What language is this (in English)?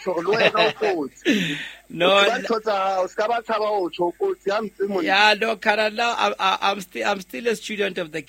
Southern Sotho